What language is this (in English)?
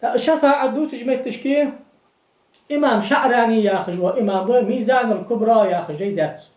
Ingush